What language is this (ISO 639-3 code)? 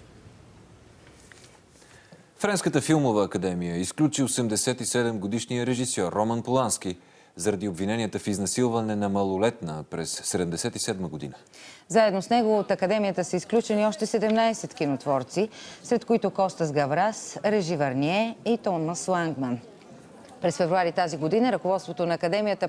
bul